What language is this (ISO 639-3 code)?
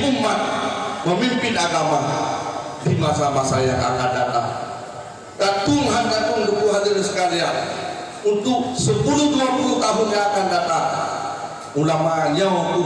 ace